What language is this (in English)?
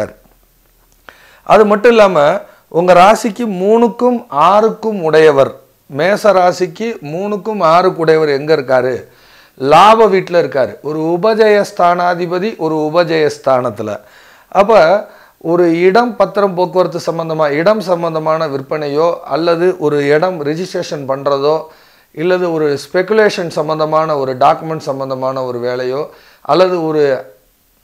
Tamil